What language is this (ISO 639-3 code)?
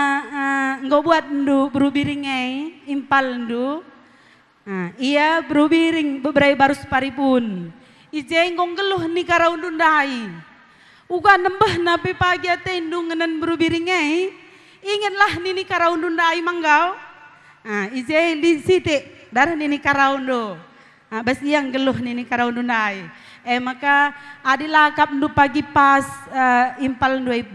btx